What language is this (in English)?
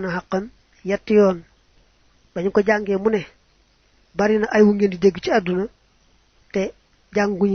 Wolof